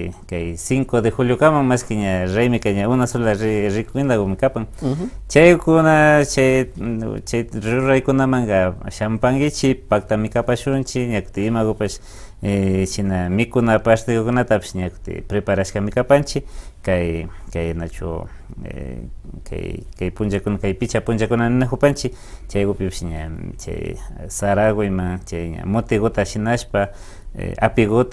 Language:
Imbabura Highland Quichua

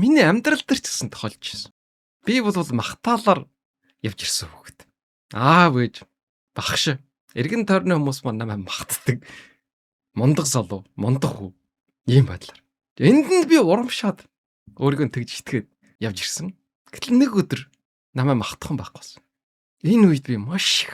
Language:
Mongolian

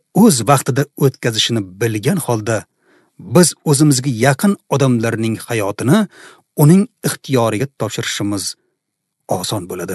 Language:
Uzbek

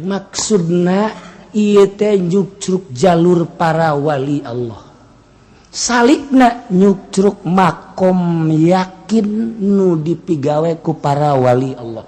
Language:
Sundanese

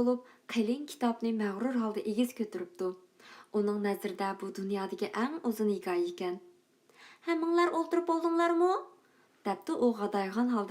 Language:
Uyghur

